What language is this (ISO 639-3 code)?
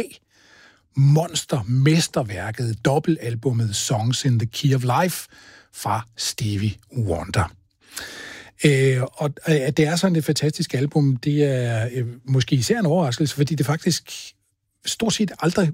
dan